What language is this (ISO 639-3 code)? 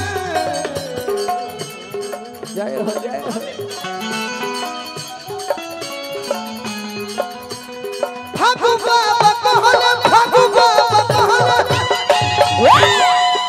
bho